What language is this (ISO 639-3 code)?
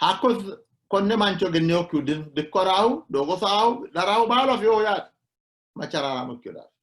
sid